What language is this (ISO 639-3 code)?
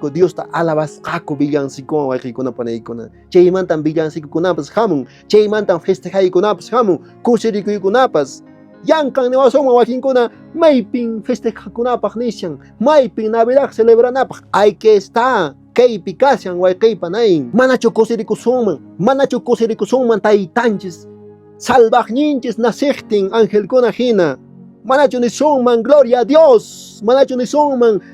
que